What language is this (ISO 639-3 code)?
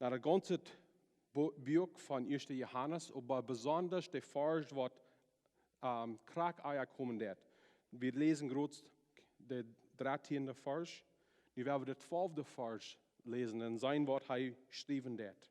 pdt